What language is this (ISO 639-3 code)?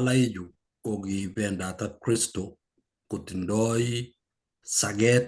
kln